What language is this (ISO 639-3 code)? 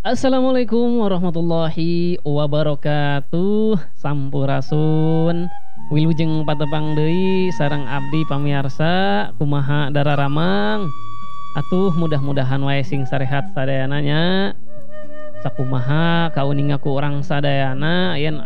sun